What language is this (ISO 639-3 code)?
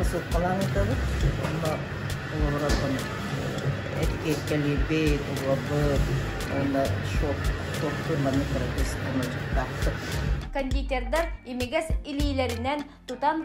sah